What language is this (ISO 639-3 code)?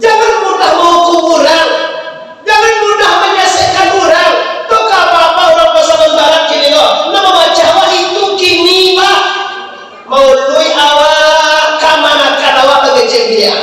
min